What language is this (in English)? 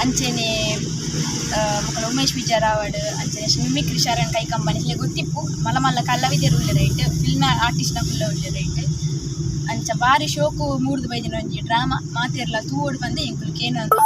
Tulu